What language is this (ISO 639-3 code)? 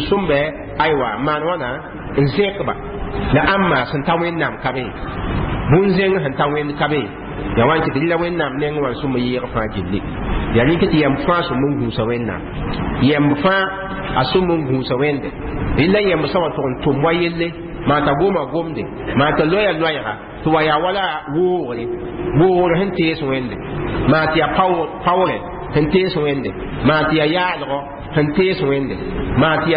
mos